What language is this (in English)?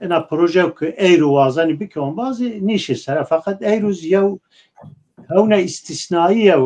Zaza